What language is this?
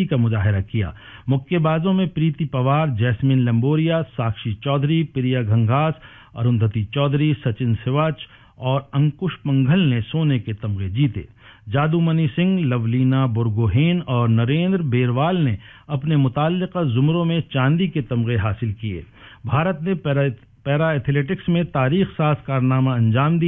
Urdu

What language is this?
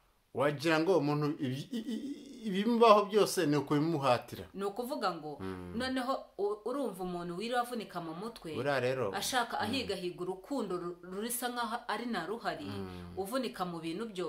Kinyarwanda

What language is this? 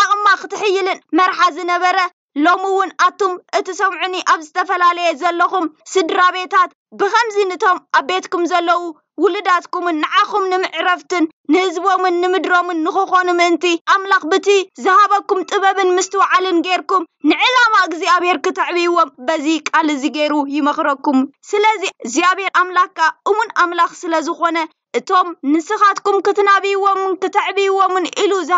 Tigrinya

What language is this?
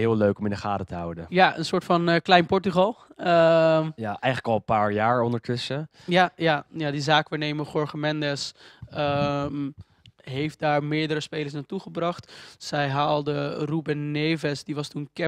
Dutch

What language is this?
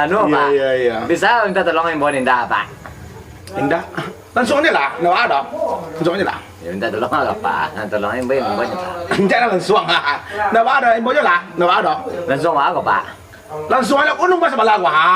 Minangkabau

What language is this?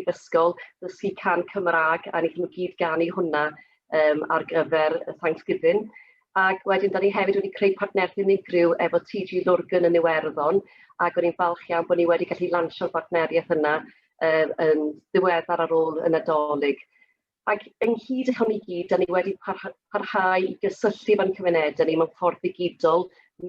Welsh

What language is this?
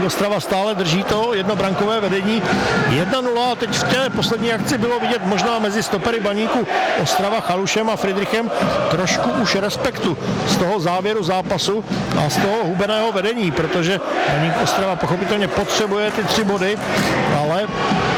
Czech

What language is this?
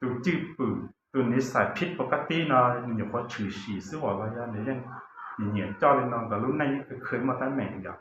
Hmong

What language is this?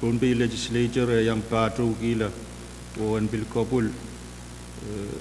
Pohnpeian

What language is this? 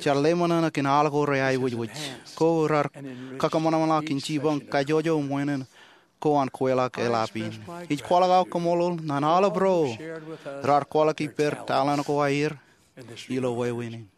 Marshallese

